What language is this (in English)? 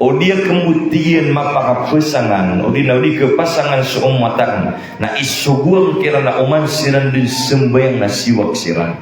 Maranao